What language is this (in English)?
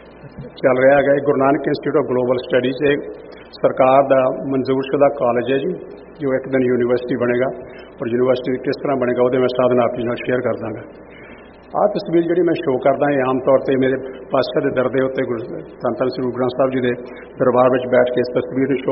Punjabi